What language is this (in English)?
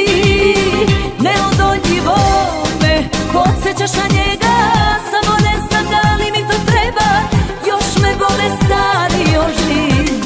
Serbian